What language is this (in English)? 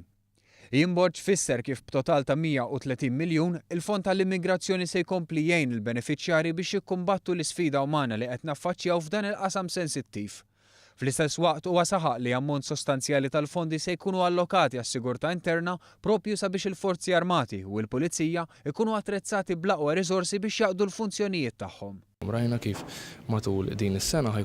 Maltese